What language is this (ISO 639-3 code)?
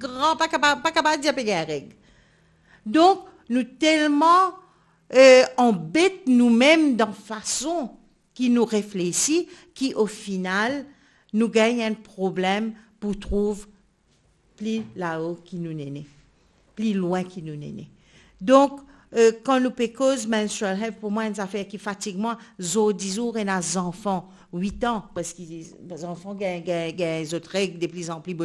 mfe